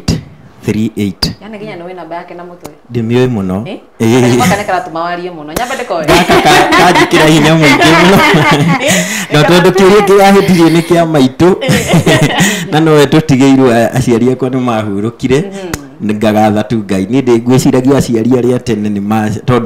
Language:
Kikuyu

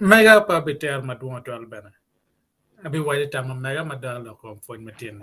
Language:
Acoli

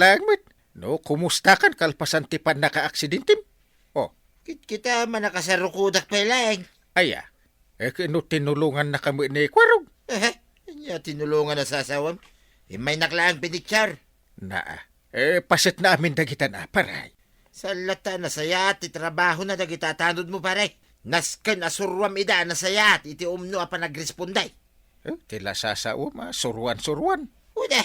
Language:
Iloko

